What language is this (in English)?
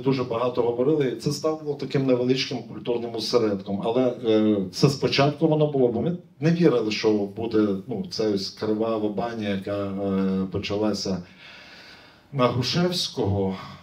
Ukrainian